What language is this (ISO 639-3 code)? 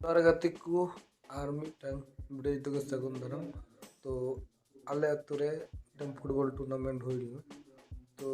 sat